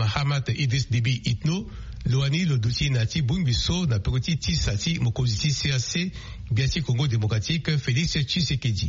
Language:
Sango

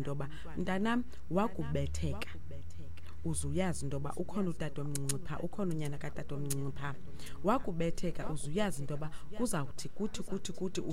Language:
Xhosa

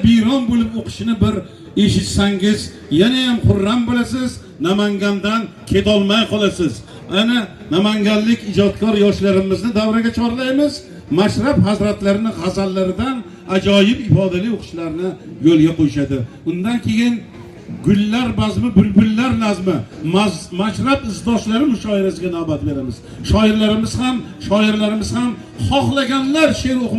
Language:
Uzbek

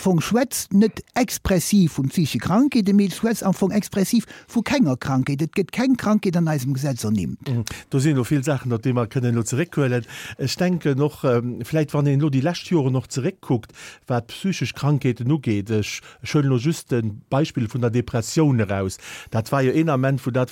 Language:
Luxembourgish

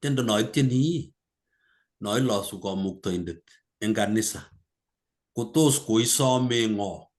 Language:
Kalenjin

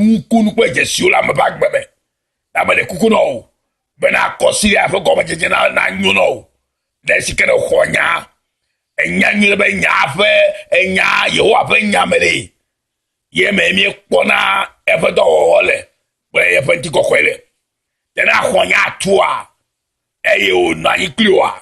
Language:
Ewe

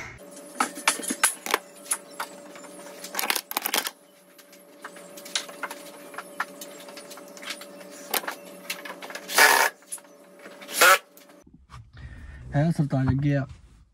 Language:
Punjabi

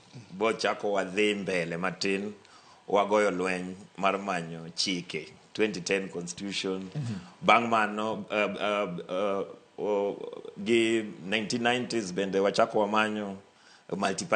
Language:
Luo (Kenya and Tanzania)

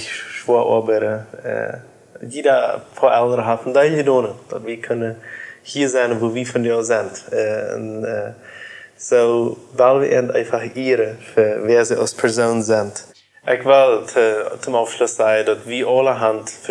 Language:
Plautdietsch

